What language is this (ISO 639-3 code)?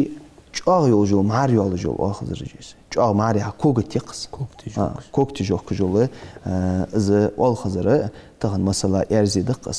inh